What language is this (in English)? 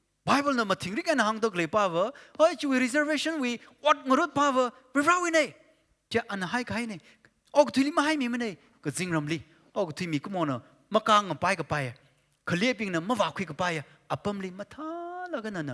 Tangkhul Naga (India)